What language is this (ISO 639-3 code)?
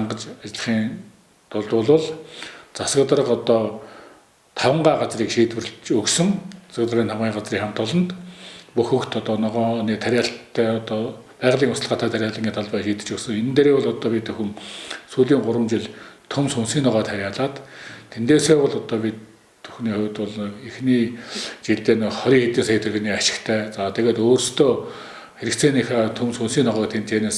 mon